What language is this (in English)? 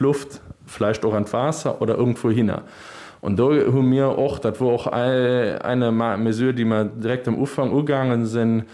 Luxembourgish